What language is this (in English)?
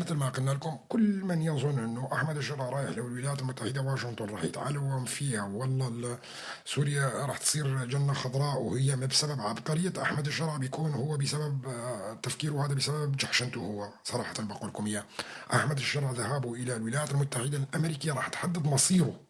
North Levantine Arabic